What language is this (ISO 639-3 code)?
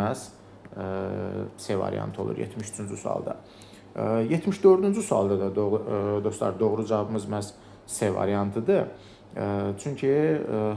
aze